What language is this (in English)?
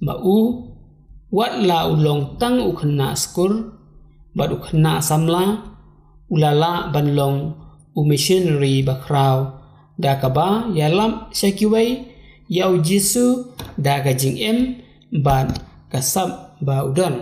Khasi